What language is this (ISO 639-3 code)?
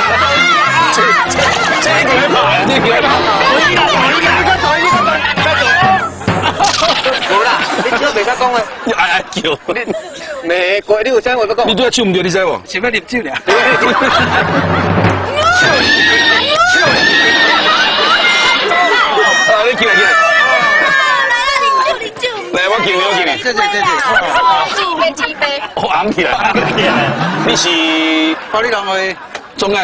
zho